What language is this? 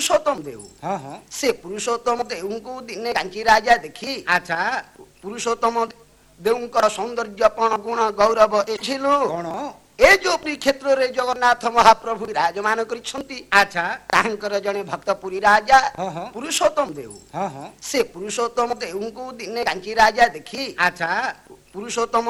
Odia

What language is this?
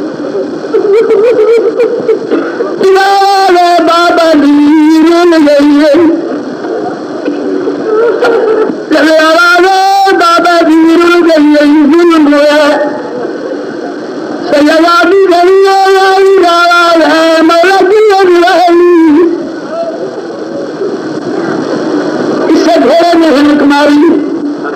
Urdu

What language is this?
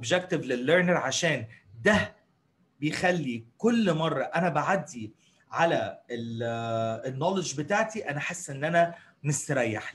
Egyptian Arabic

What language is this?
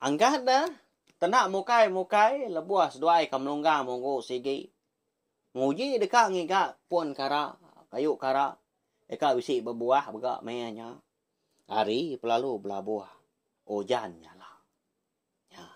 Iban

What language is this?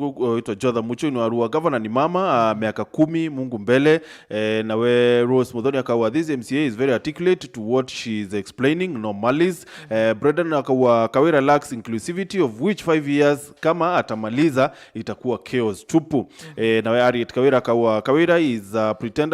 Meru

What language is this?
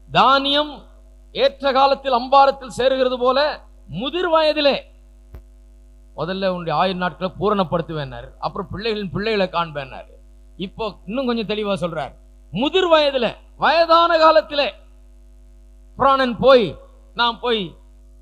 Tamil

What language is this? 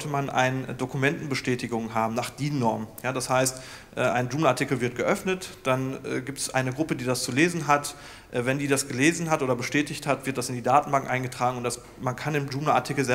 German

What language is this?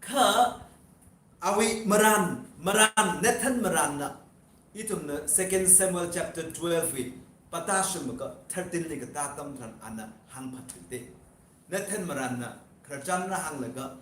Tangkhul Naga (India)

